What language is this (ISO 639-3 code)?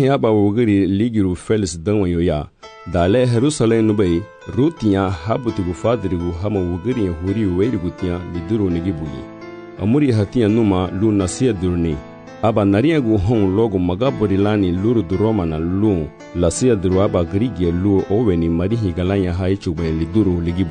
cab